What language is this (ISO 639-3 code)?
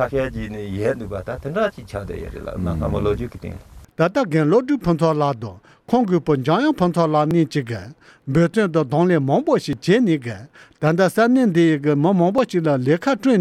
bod